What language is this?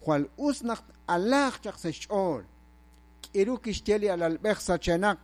Kekchí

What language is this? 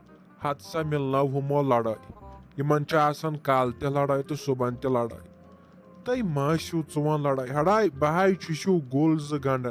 Kashmiri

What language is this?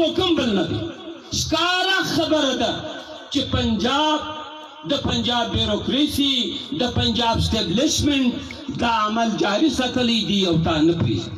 Pashto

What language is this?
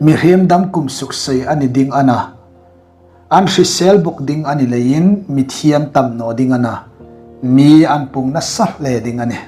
Hmar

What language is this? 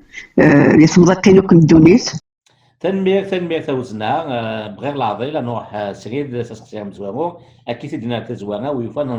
Kabyle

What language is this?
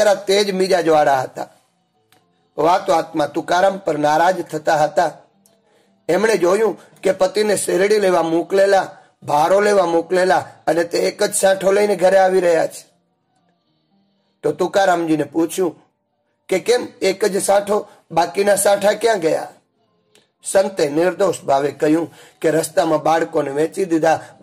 Gujarati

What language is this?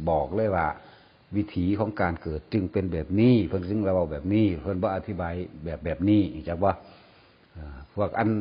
Northeastern Thai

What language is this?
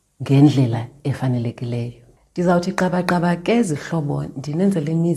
Xhosa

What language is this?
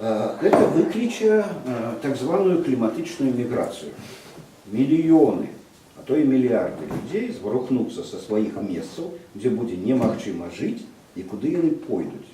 Belarusian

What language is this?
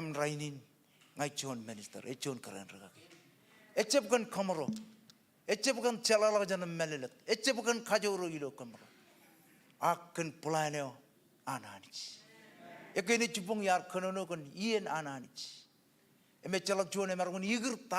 Marshallese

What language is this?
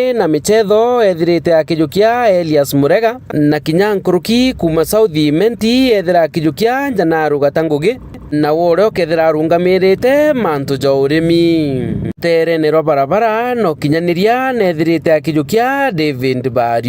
Meru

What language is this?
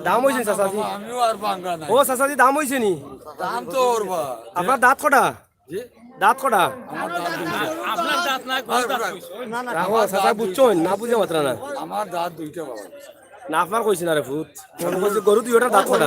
Sylheti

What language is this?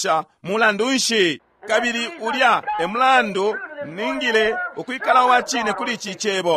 Bemba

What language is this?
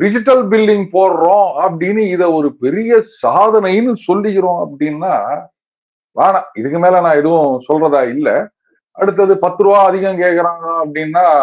Tamil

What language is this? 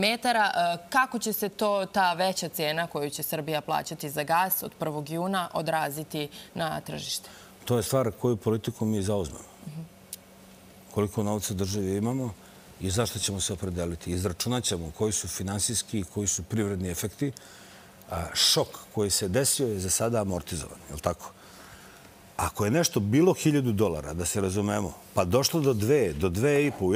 Serbian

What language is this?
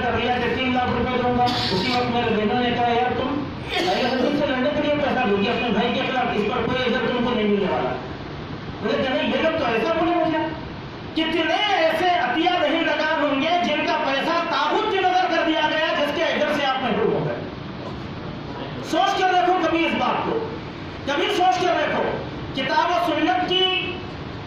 Urdu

